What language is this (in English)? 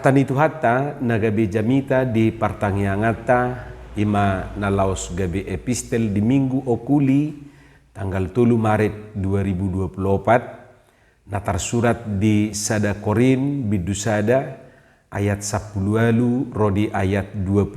Batak Toba